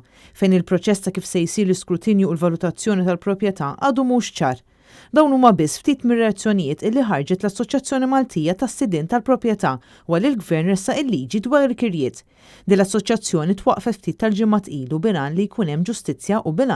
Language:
Maltese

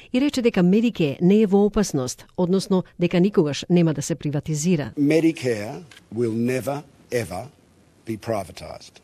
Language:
Macedonian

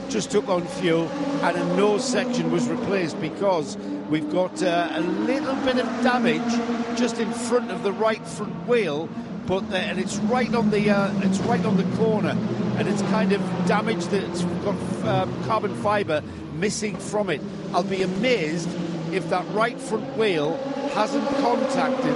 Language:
English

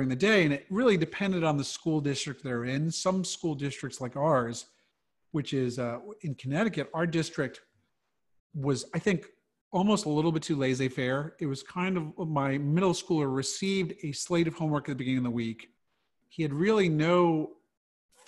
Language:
English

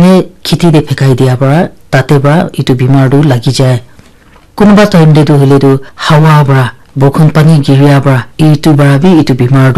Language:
Naga Pidgin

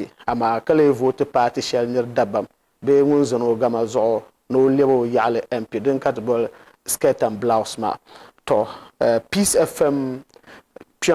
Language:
Dagbani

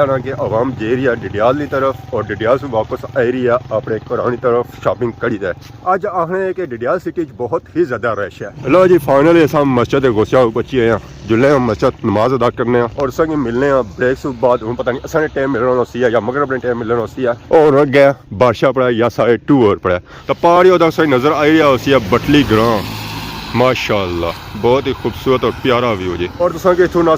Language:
Pahari-Potwari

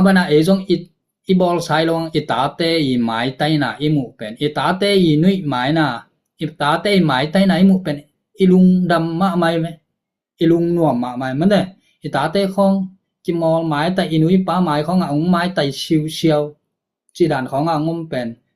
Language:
Tedim Chin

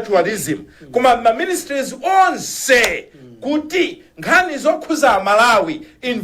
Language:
Nyanja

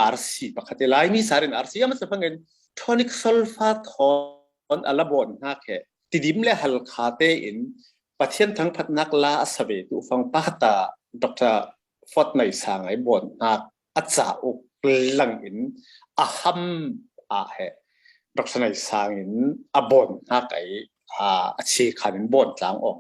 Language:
Falam Chin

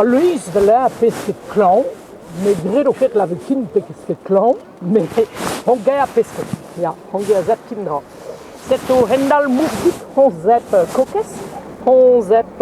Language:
Breton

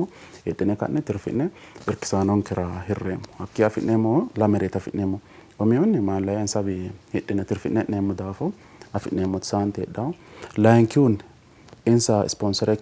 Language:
Sidamo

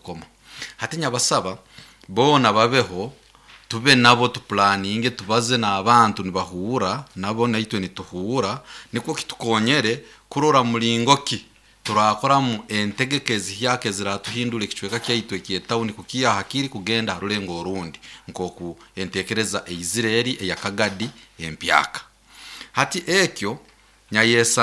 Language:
Nyoro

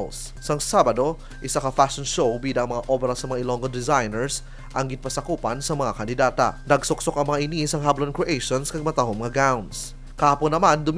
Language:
Hiligaynon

